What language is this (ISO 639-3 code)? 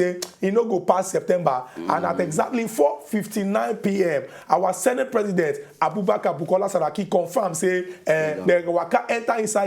pcm